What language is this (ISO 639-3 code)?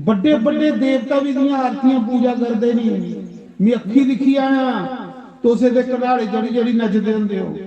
doi